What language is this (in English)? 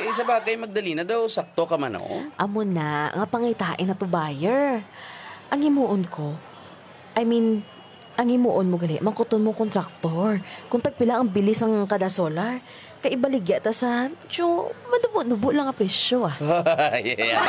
Hiligaynon